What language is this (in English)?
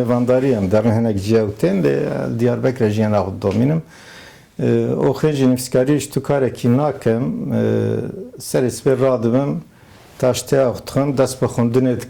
Kurdish